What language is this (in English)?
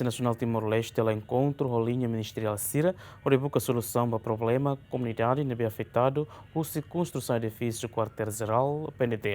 Tetum